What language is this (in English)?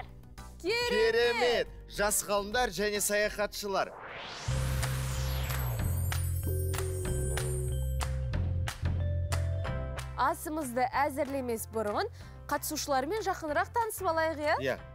Kazakh